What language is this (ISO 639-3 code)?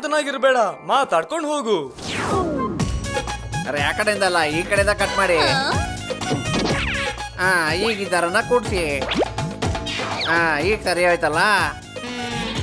kan